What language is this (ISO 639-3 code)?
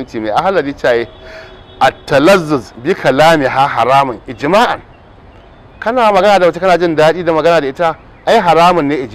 hau